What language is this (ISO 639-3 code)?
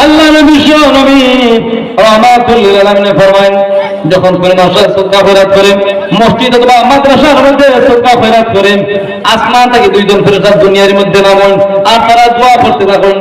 syl